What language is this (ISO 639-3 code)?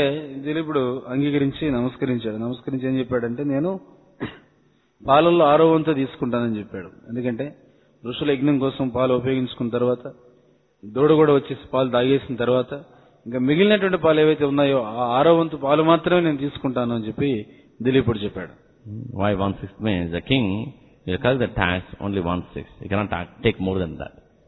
tel